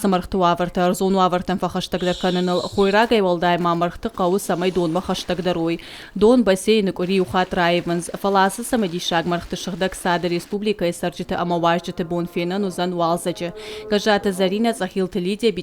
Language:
Ossetic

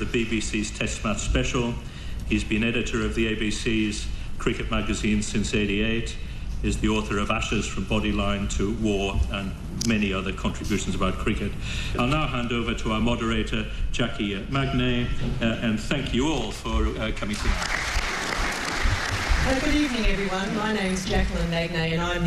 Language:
English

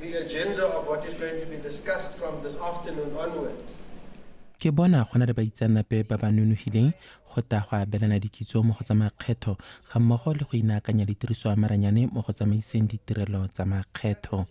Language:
Tswana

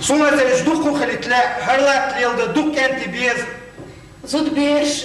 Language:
Chechen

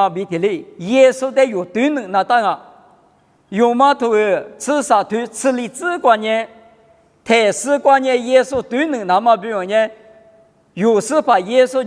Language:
Lisu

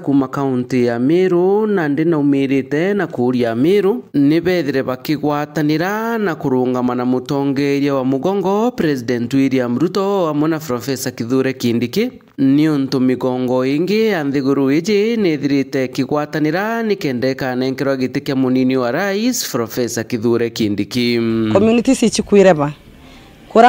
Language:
Meru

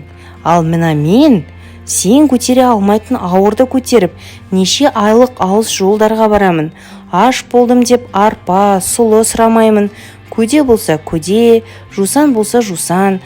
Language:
Kazakh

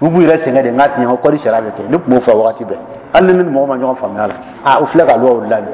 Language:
Dyula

